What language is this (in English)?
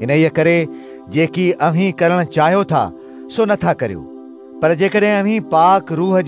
Sindhi